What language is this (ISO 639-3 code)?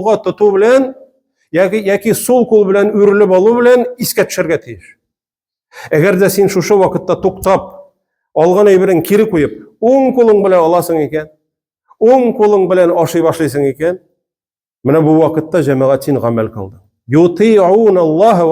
tat